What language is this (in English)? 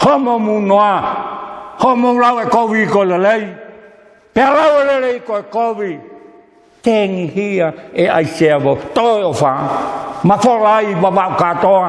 Tongan